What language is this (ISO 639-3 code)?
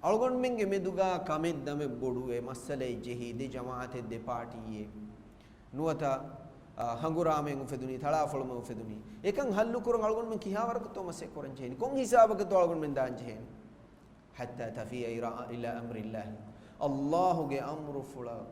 div